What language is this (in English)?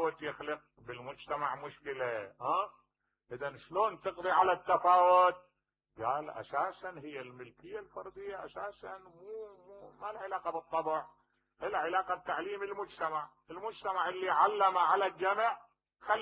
Mesopotamian Arabic